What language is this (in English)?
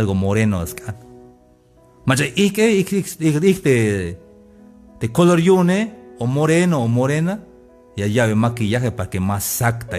Tzeltal